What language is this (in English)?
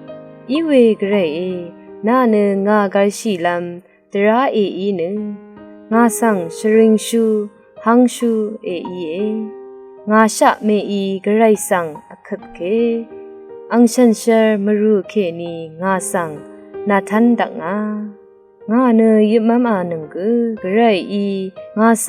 Rawang